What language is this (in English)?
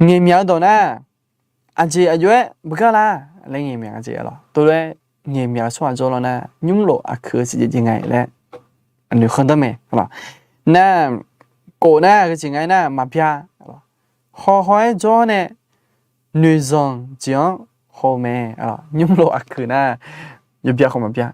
Akha